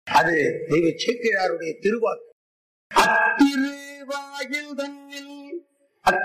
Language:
Tamil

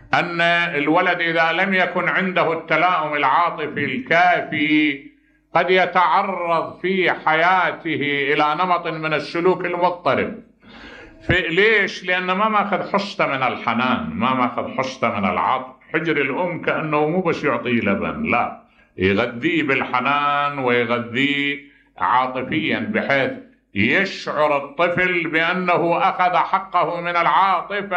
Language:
Mesopotamian Arabic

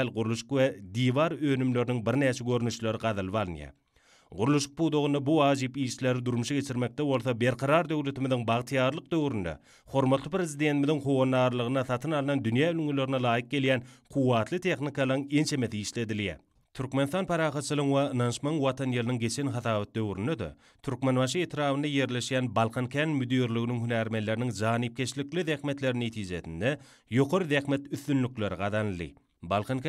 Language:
Turkmen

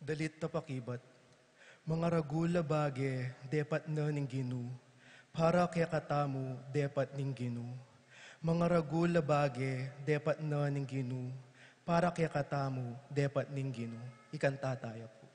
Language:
Pampanga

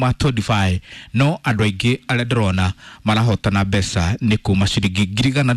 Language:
Kikuyu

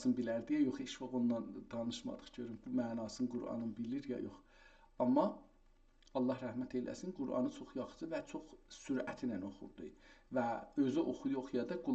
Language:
South Azerbaijani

